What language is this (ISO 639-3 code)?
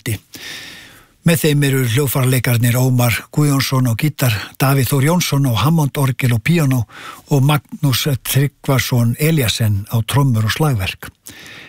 isl